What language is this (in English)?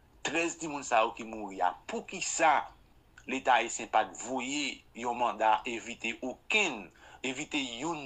Haitian Creole